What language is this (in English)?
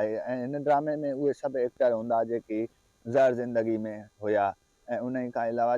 Sindhi